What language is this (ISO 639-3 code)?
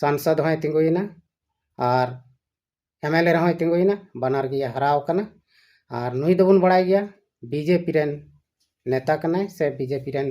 sat